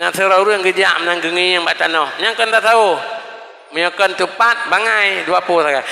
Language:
Achinese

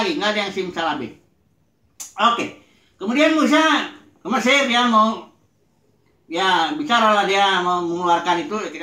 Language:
Indonesian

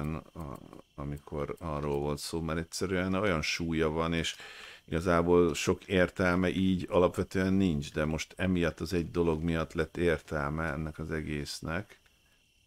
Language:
Hungarian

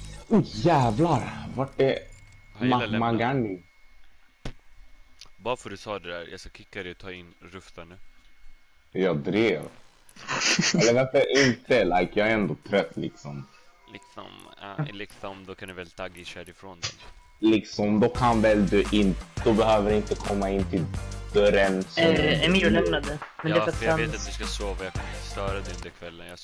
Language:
Swedish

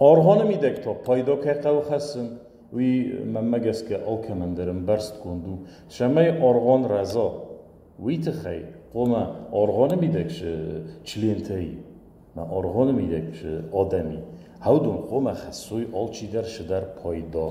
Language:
Ossetic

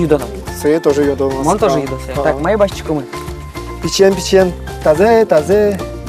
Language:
Udmurt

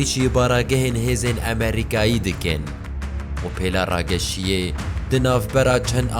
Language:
Kurdish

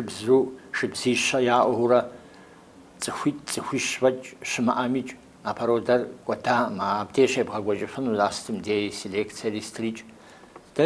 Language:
Kabardian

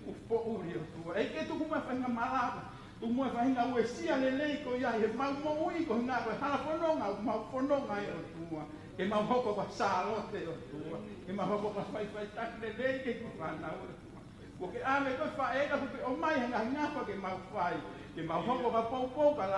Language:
Tongan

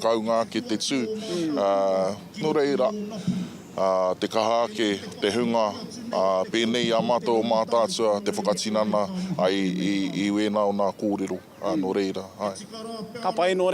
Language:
Māori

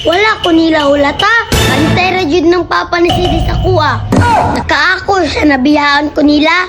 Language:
Cebuano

